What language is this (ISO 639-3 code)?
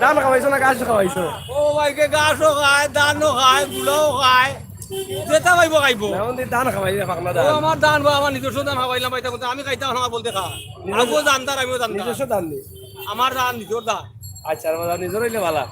syl